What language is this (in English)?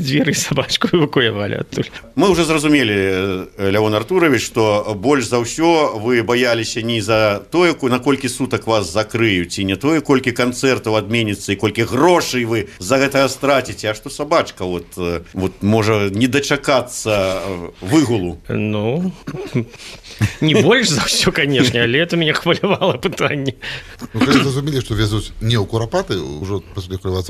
Belarusian